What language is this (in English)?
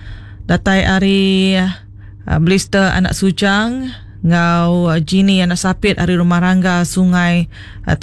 Iban